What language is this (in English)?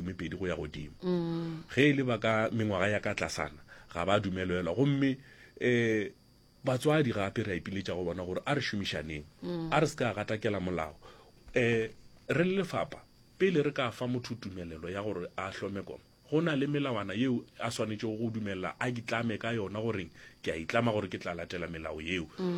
Northern Sotho